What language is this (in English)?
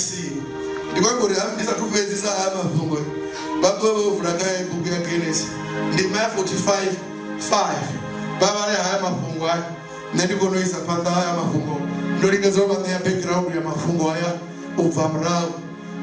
Venda